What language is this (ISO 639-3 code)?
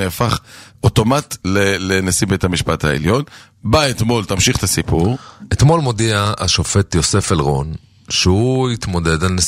heb